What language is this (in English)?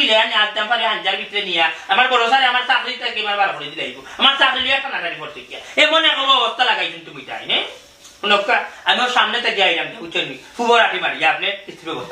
Sylheti